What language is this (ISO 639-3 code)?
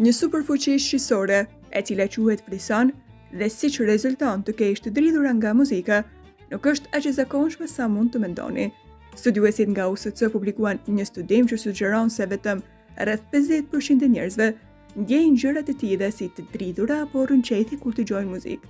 sqi